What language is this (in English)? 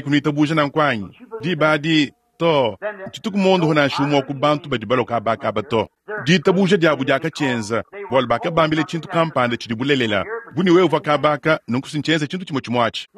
Luba-Lulua